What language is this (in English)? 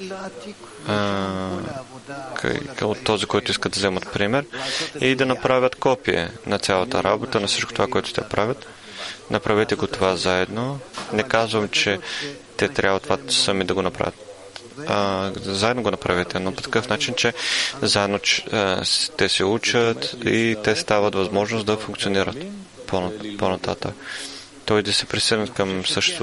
Bulgarian